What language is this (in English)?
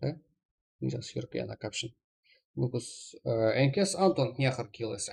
Kara-Kalpak